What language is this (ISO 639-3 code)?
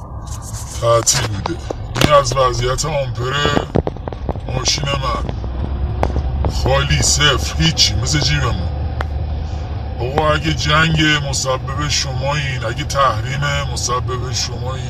fas